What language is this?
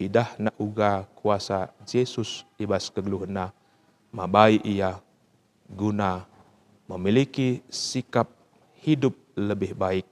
Batak Karo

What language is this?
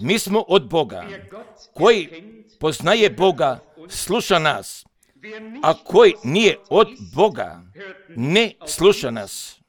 Croatian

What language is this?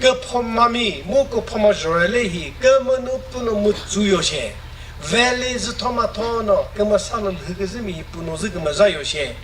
Chokri Naga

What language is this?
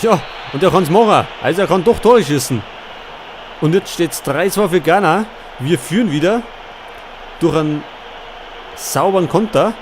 Bavarian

